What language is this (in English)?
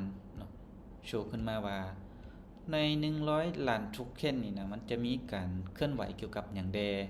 Lao